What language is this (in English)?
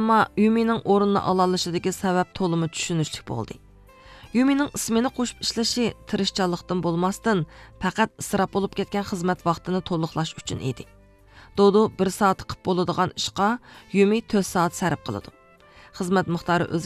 Uyghur